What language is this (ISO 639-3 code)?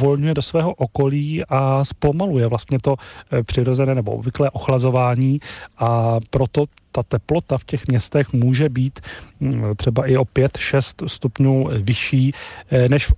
ces